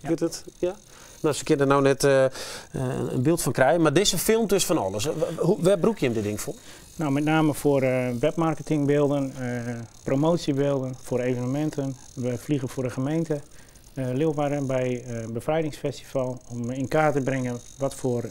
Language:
Western Frisian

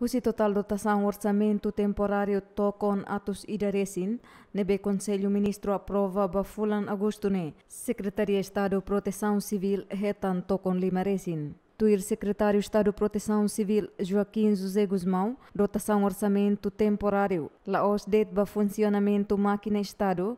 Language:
Tetum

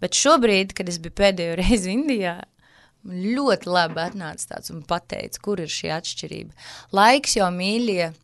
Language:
Latvian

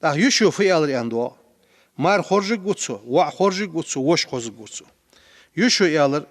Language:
Ingush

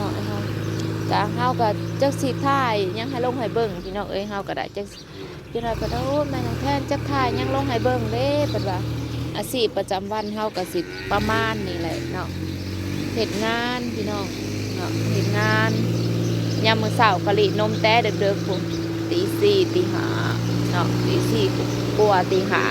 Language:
Northeastern Thai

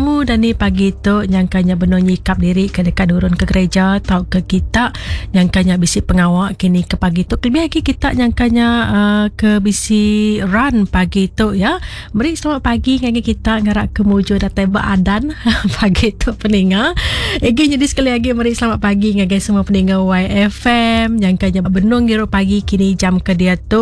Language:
Iban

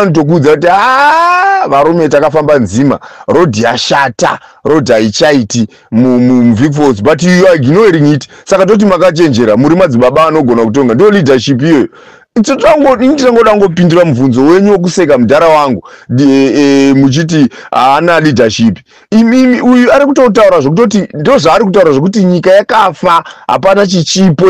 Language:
Shona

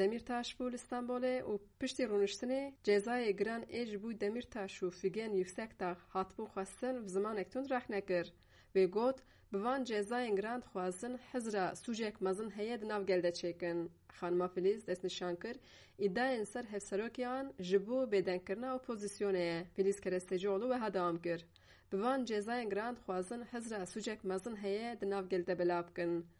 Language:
Kurdish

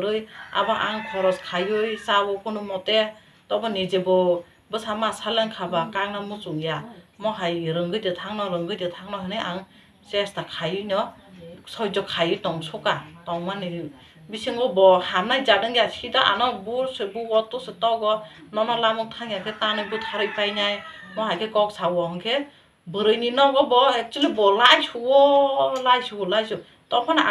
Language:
Kok Borok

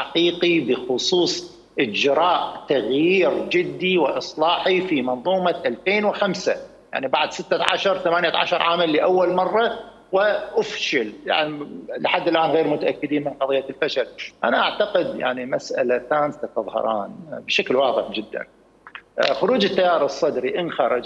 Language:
Mesopotamian Arabic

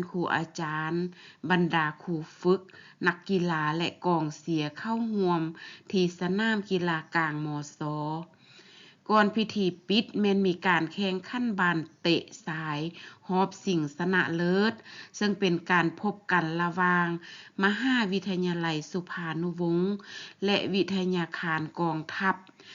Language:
Lao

